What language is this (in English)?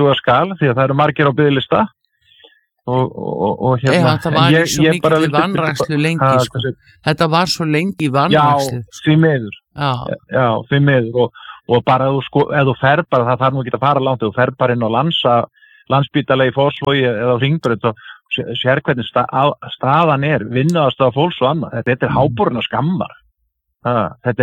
Icelandic